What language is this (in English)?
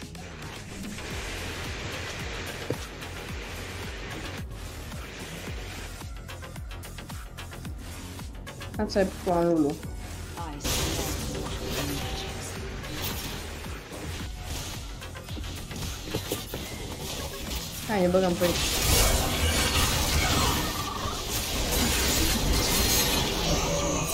Romanian